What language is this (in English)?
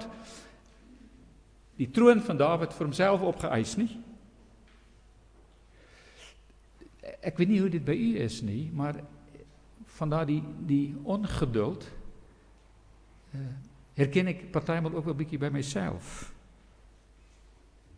Afrikaans